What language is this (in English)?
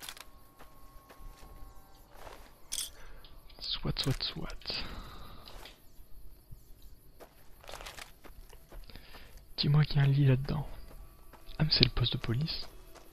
French